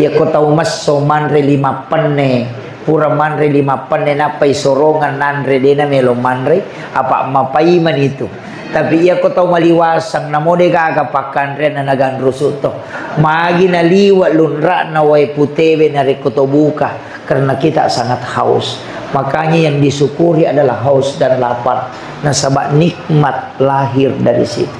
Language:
Buginese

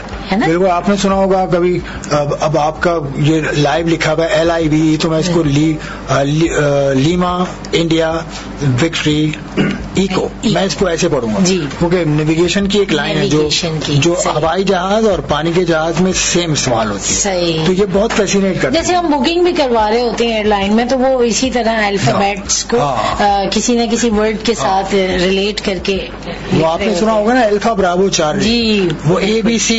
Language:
Urdu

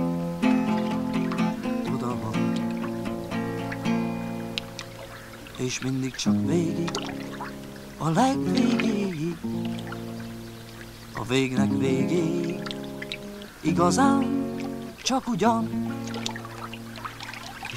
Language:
Hungarian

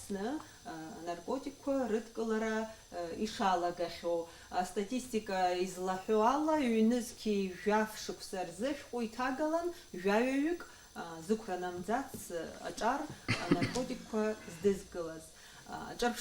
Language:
Abkhazian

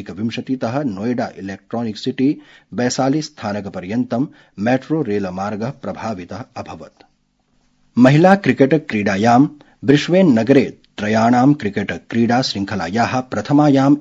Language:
Sanskrit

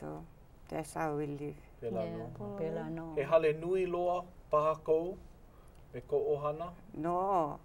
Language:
Hawaiian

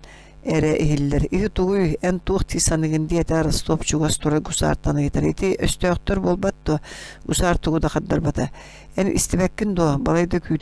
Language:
Yakut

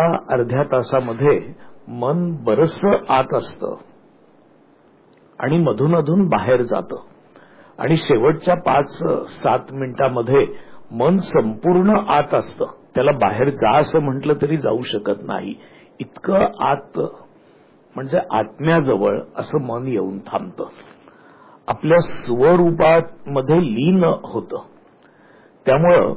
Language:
Marathi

